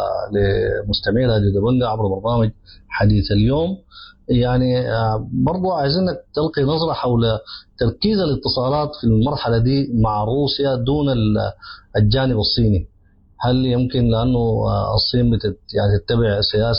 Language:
Sudanese Arabic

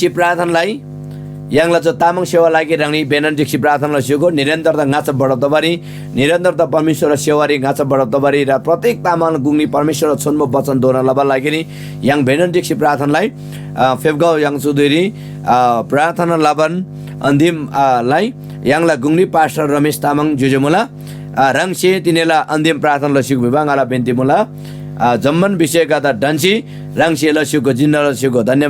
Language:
Eastern Tamang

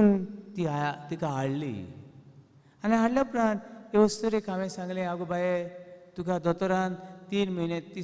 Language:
Konkani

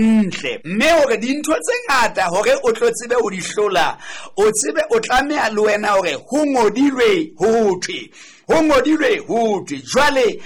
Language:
Southern Sotho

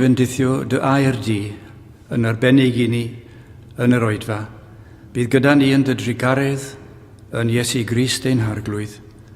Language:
Welsh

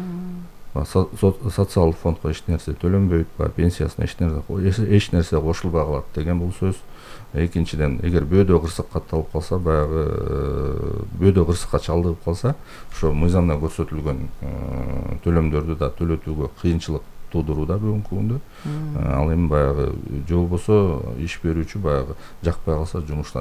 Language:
Kyrgyz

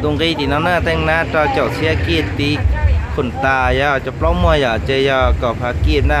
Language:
Hmong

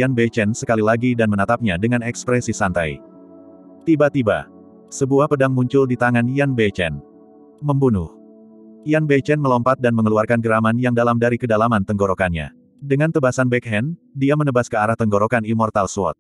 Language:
Indonesian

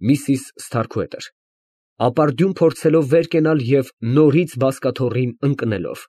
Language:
Armenian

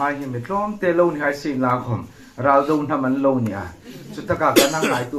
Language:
Hmar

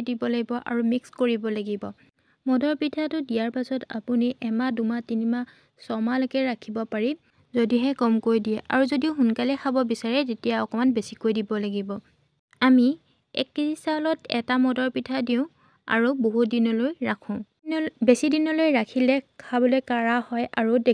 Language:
Assamese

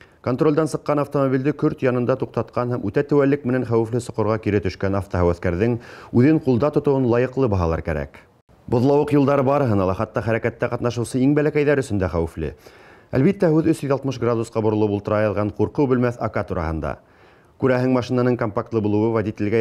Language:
Bashkir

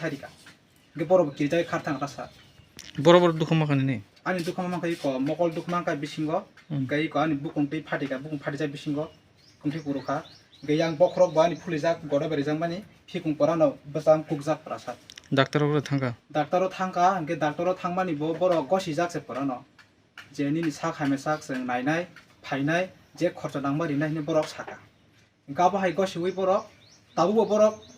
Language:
Kok Borok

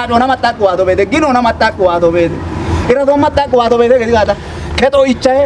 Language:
Kafa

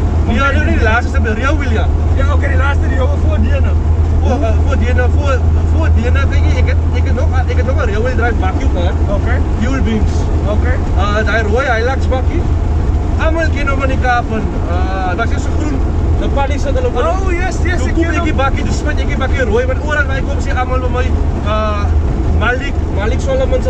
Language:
Afrikaans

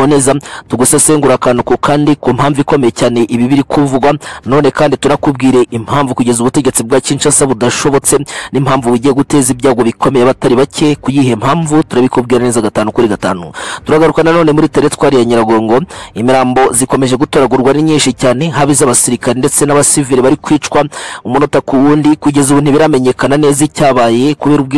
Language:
Kinyarwanda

